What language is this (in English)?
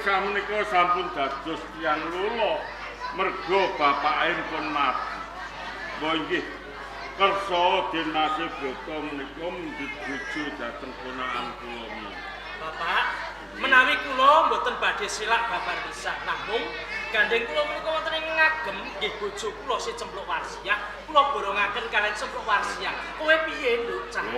Javanese